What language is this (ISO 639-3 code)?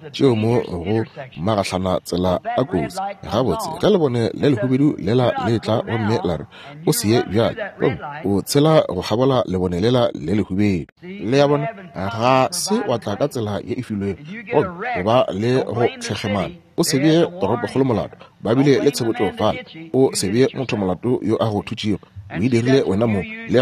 nso